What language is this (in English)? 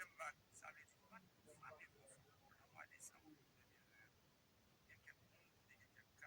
Haitian Creole